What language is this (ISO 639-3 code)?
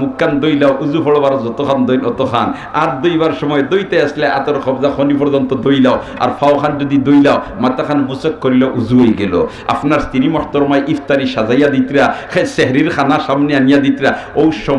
syl